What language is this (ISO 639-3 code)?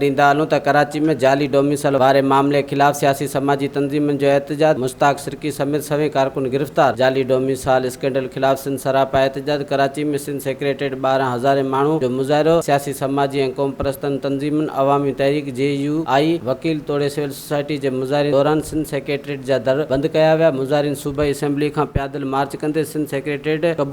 snd